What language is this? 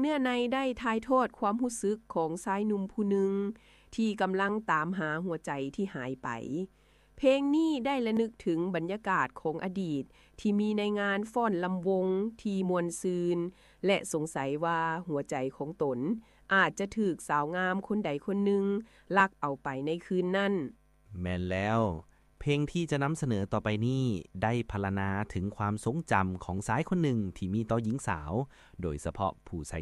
Lao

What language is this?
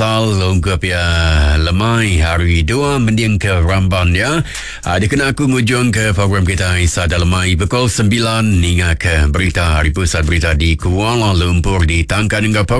Iban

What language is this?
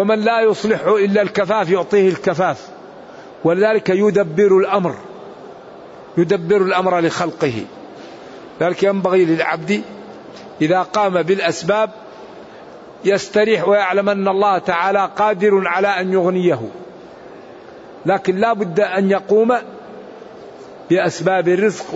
Arabic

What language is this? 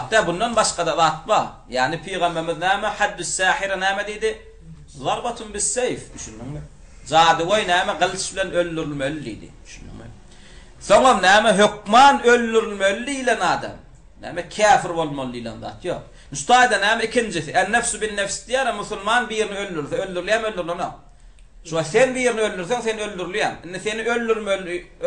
Turkmen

